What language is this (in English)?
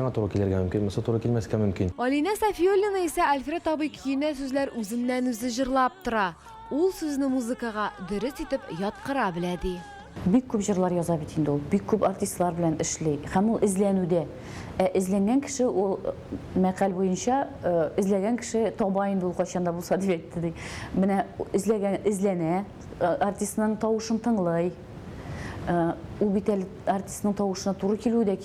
Tatar